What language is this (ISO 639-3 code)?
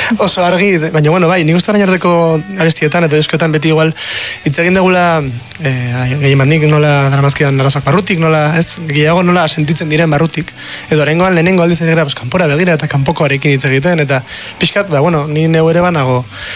eus